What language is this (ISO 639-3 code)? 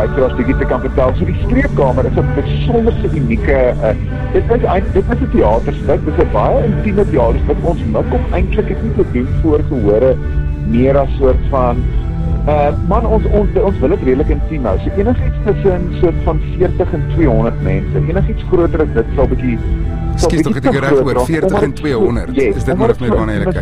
afr